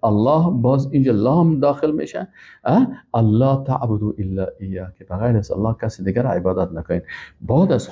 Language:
Persian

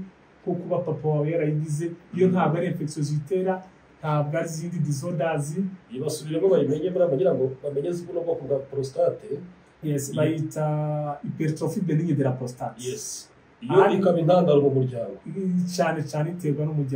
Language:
Kinyarwanda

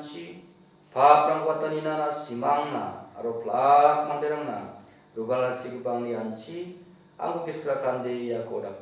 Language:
Garo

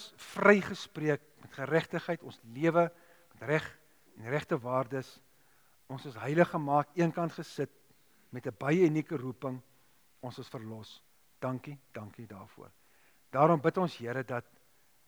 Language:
Afrikaans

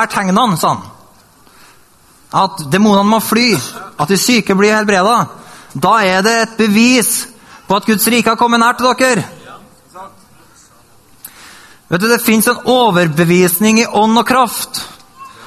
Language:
Norwegian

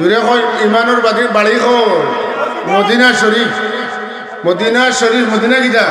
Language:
Sylheti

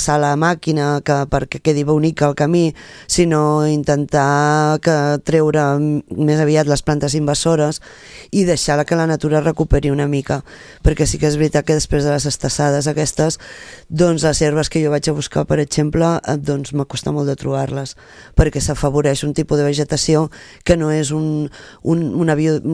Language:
Catalan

